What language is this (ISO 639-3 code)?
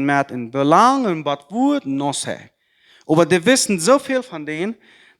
pdt